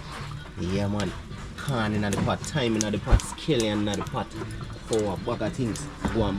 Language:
Jamaican Creole English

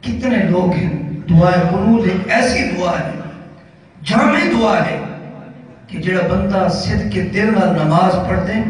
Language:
Saraiki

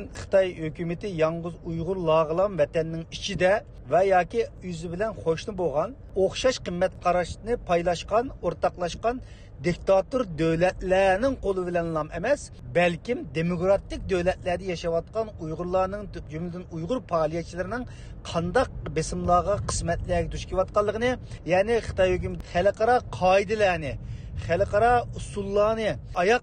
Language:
Uyghur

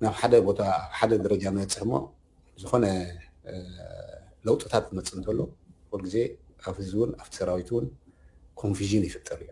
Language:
Tigrinya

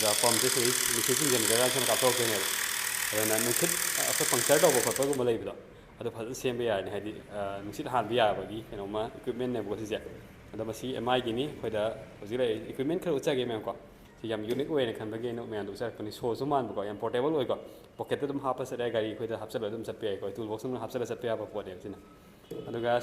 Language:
Manipuri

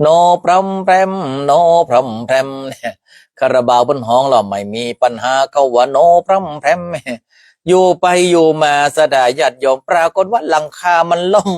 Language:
Northern Thai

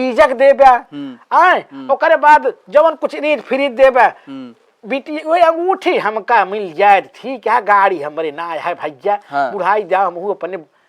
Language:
Awadhi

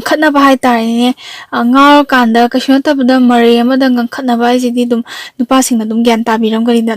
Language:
Manipuri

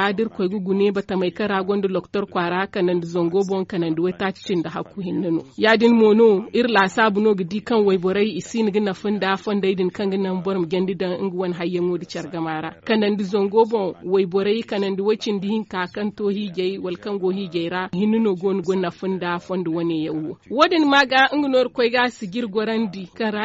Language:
Zarma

